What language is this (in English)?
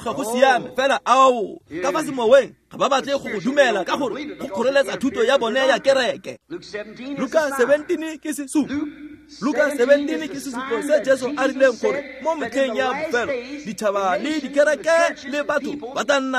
Tswana